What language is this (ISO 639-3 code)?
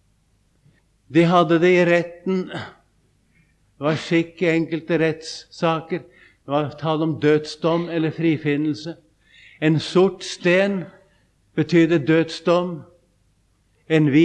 nor